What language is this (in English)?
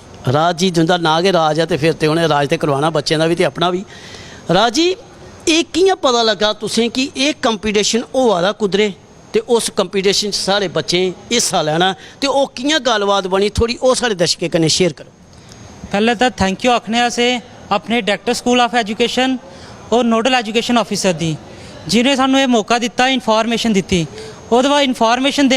Dogri